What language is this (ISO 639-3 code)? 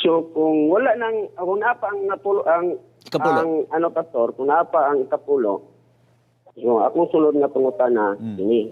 ceb